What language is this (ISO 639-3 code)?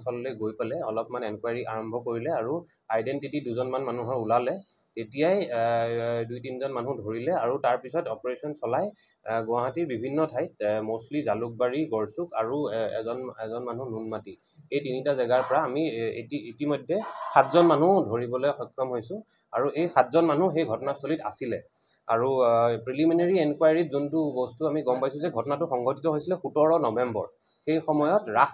asm